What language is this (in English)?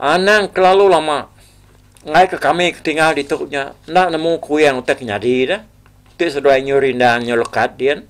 Iban